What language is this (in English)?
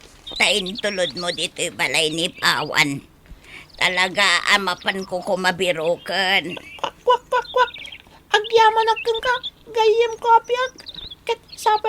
Iloko